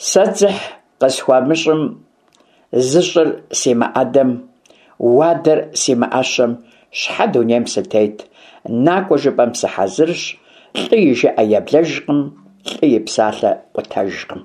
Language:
Kabardian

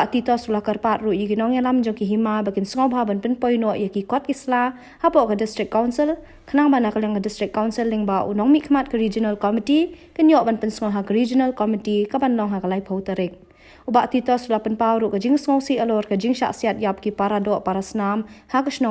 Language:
Khasi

